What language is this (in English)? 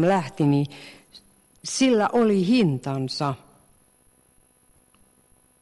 Finnish